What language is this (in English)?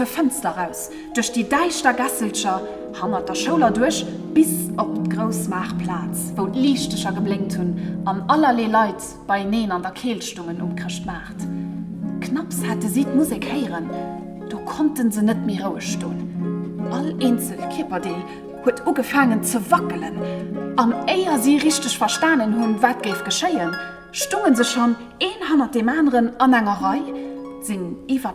Luxembourgish